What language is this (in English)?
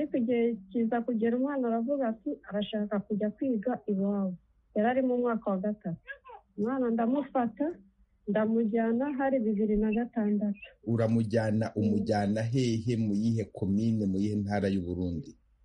Kinyarwanda